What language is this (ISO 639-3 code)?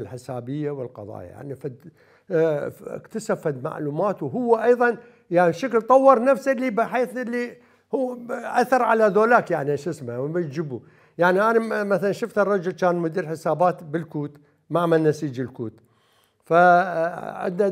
acm